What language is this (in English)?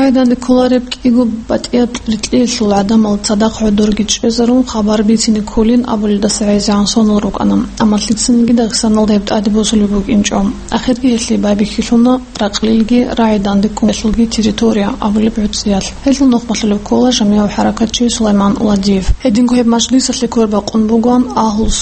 Avaric